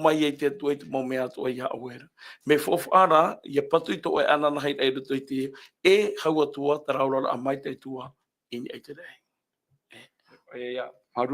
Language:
Tahitian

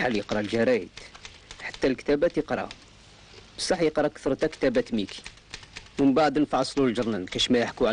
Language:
Algerian Arabic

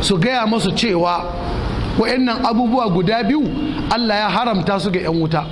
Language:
Hausa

